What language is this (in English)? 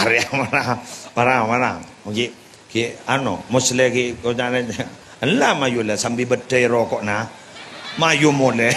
Madurese